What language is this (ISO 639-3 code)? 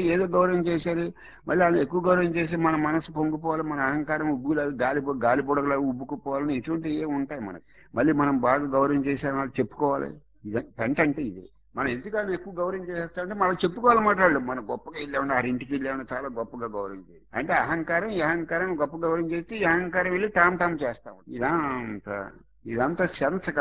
tel